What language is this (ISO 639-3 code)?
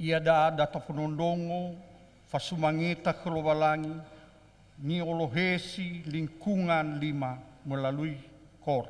nia